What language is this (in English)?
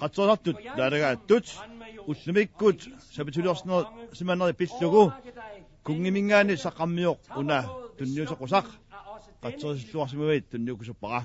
Kalaallisut